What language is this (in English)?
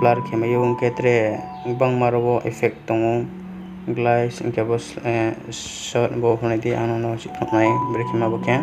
Riang (India)